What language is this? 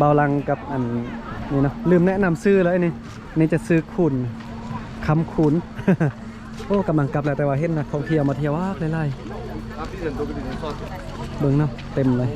Lao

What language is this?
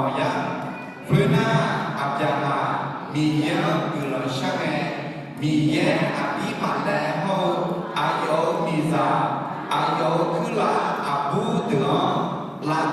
Akha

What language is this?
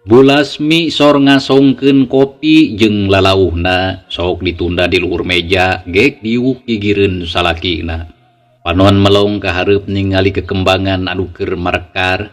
Sundanese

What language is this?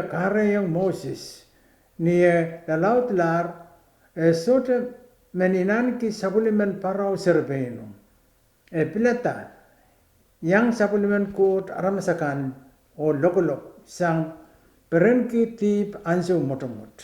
Pohnpeian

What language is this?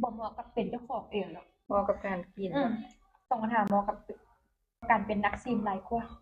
Lao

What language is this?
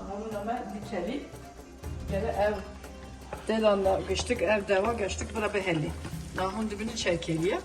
Kurdish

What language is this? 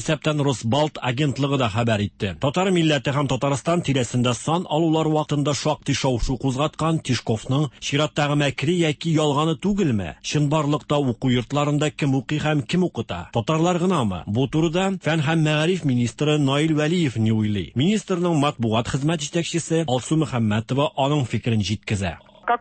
Tatar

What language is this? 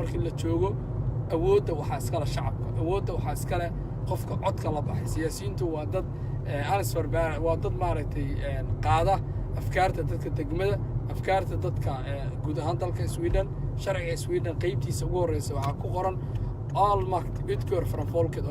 Somali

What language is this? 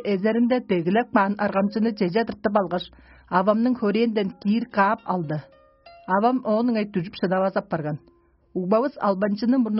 Tuvinian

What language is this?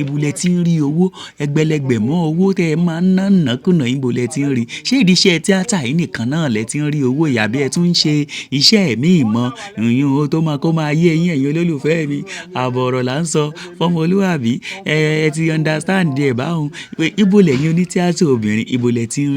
Yoruba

